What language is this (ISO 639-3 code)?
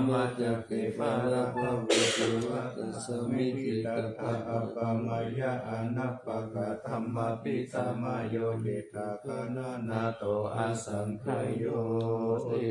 pli